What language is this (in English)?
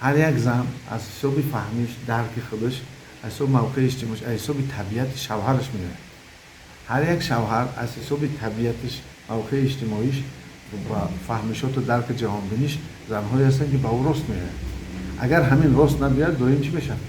Tajik